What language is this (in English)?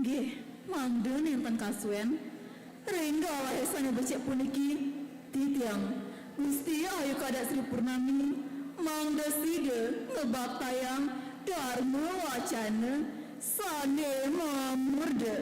Balinese